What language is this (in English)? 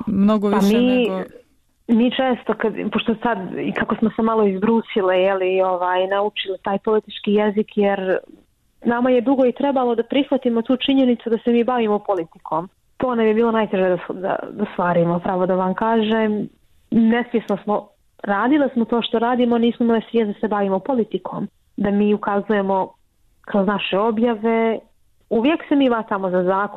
Bosnian